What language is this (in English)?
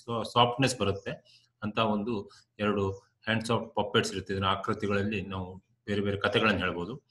Kannada